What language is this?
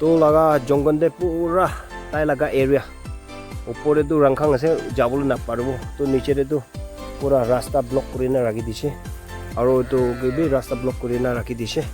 Naga Pidgin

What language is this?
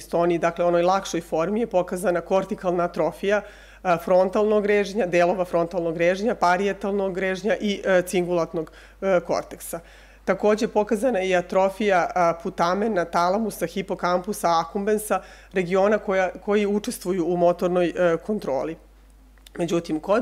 Serbian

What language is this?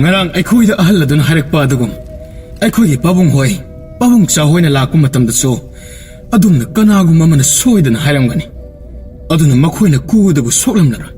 Manipuri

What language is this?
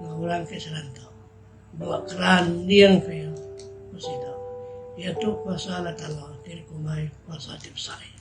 Iban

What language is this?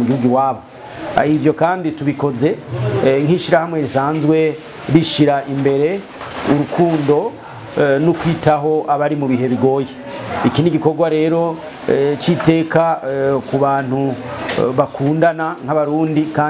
Rundi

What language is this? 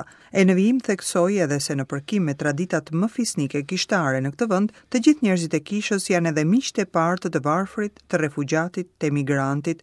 Albanian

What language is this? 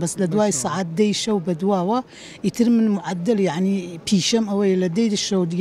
Central Kurdish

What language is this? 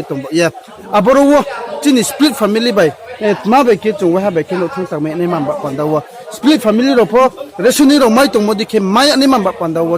Riang (India)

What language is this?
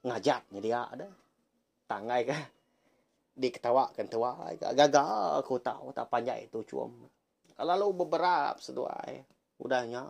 Iban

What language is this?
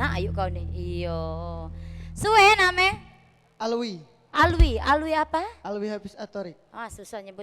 Musi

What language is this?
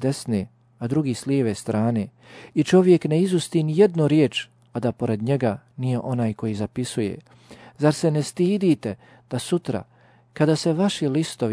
Bosnian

